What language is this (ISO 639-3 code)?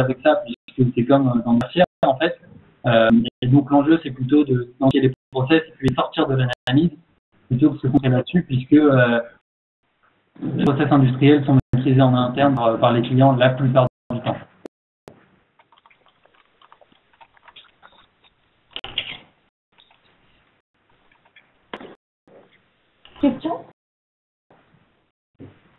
fra